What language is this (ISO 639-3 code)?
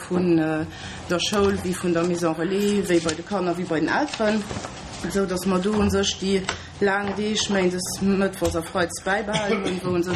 ltz